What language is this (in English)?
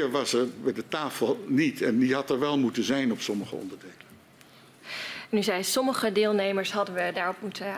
Dutch